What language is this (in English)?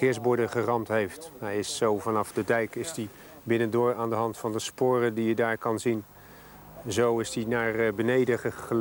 Dutch